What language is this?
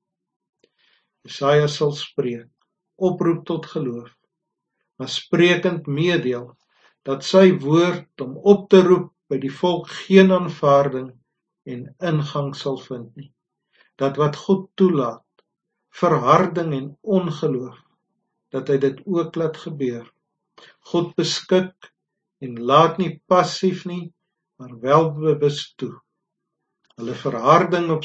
Afrikaans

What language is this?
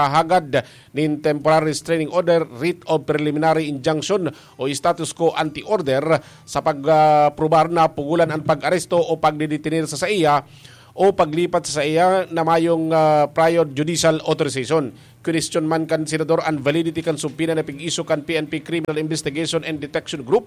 Bikol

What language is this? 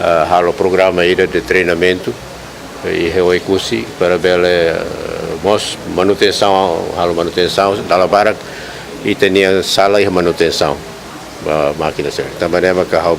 Tetum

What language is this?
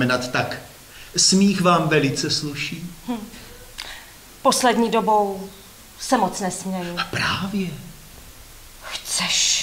Czech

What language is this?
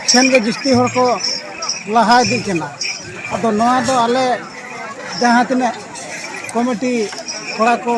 Santali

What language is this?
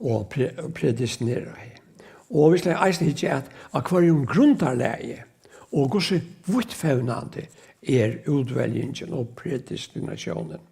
Faroese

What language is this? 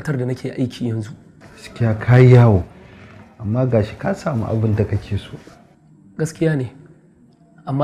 Hausa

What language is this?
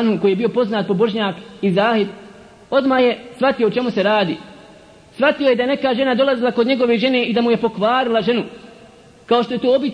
Bosnian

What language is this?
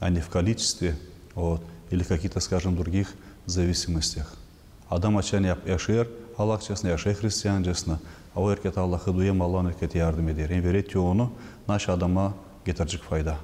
Gagauz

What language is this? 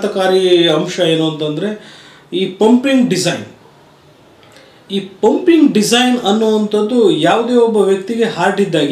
Kannada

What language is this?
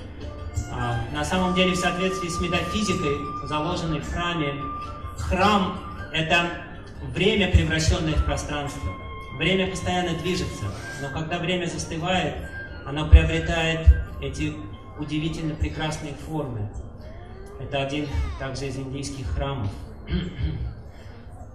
Russian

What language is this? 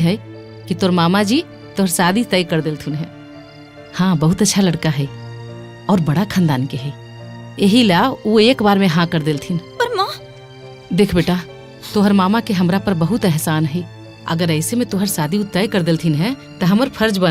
Magahi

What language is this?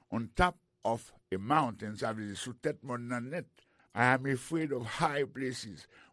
Haitian Creole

